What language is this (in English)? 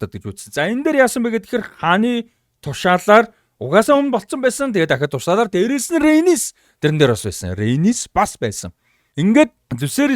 Mongolian